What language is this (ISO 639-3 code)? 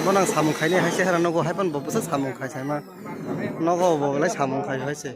trp